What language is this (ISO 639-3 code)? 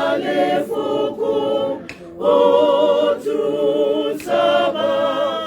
tsn